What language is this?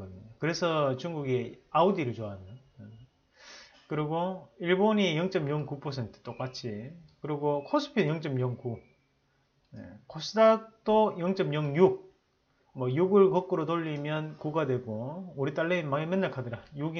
Korean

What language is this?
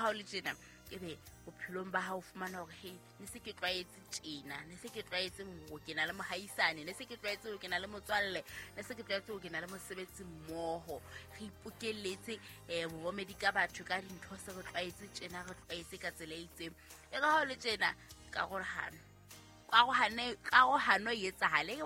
Southern Sotho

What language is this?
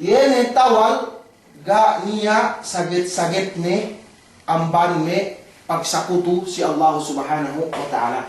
Yakan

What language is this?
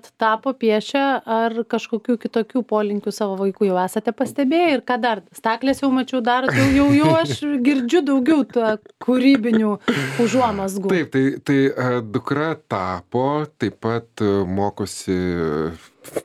Lithuanian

